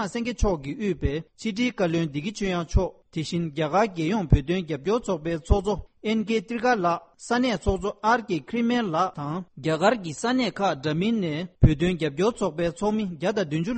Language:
Tibetan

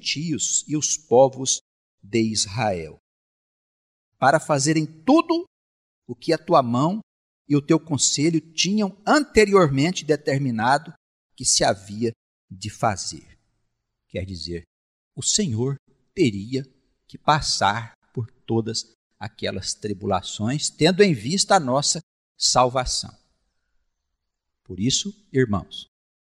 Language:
Portuguese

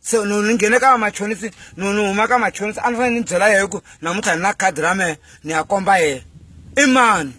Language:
Tsonga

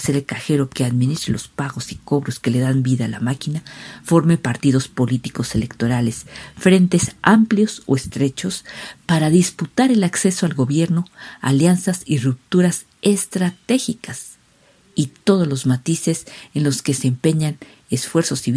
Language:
Spanish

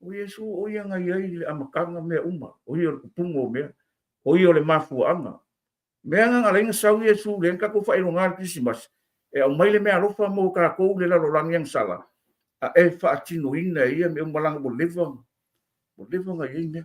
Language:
Samoan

